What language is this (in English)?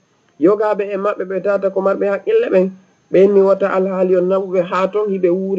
Fula